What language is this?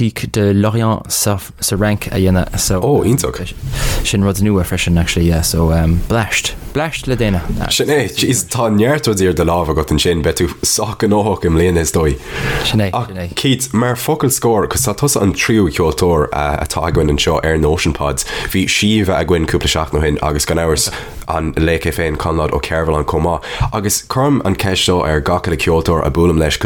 Irish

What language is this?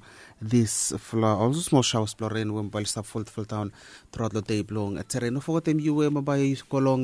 Bislama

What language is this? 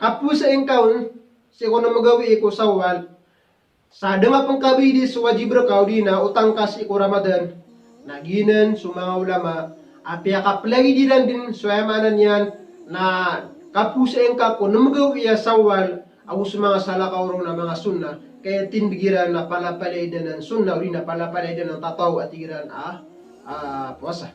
Maranao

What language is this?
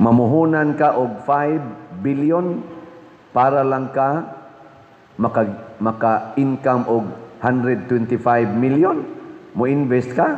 Cebuano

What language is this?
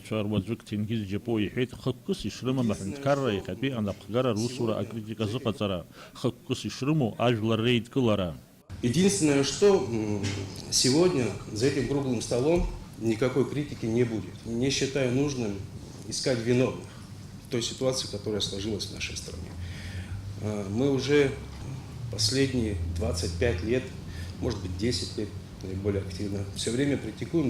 Abkhazian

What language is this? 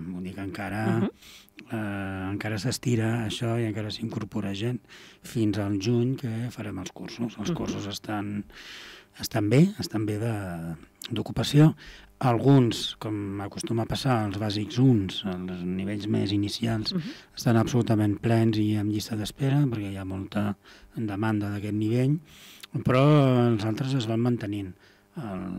Catalan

